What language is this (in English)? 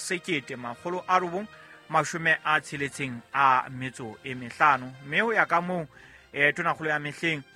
Southern Sotho